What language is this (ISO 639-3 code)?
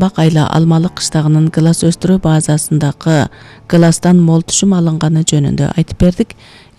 kir